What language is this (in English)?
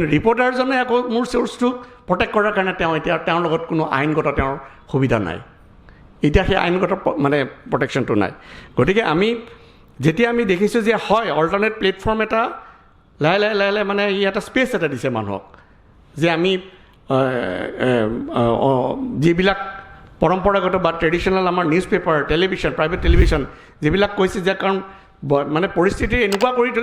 Assamese